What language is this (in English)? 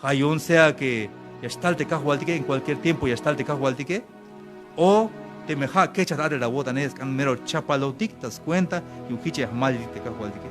Tzeltal